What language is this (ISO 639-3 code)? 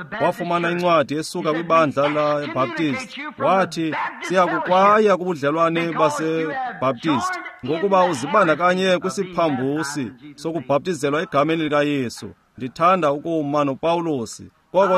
xho